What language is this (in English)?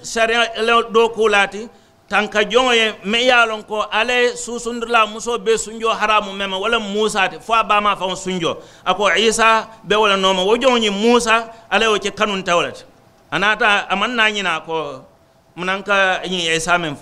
Mandingo